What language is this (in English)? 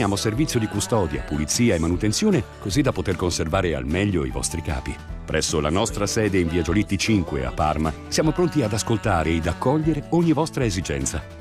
Italian